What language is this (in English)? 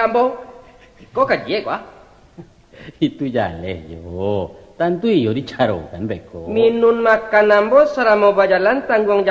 Minangkabau